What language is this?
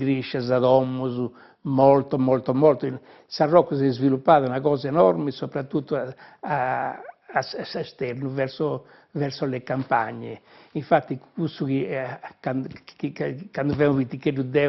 Sardinian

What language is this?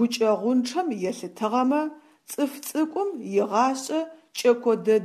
Adyghe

